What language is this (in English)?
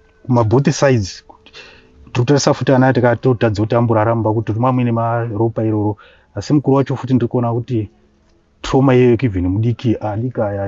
Shona